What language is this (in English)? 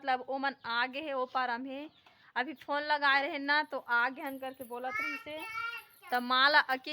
Chhattisgarhi